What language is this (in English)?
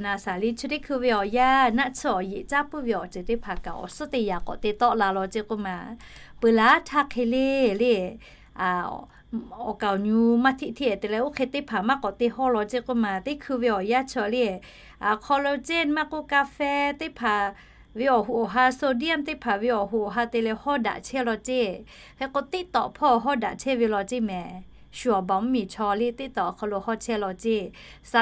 Lahu